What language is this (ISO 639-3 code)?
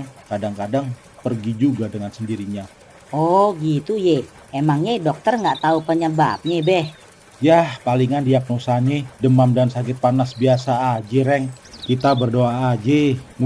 bew